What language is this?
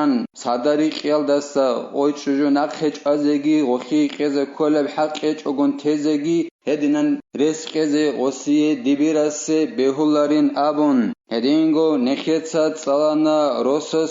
Avaric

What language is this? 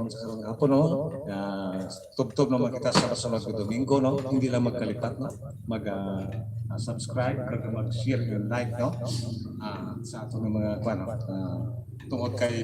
Hiligaynon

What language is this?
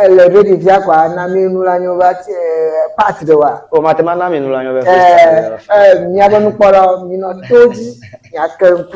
Ewe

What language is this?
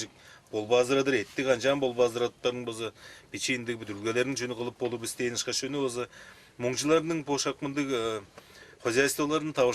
Tuvinian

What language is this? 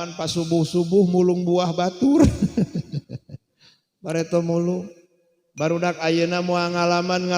Sundanese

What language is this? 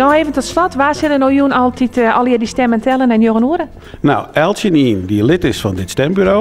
Western Frisian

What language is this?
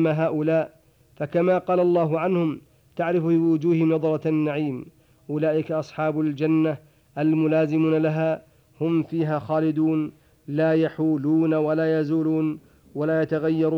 Arabic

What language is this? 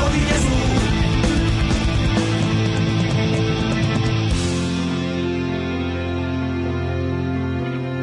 Czech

